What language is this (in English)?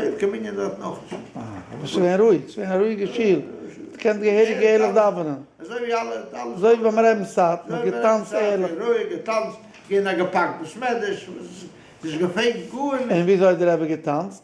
Yiddish